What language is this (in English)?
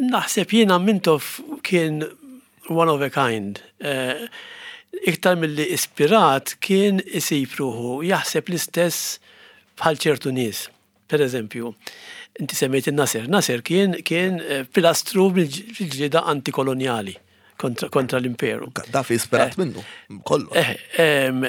Maltese